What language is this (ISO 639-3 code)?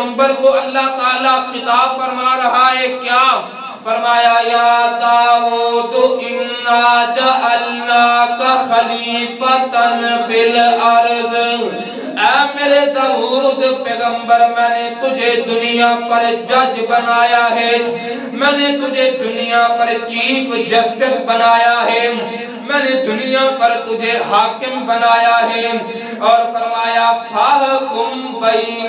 urd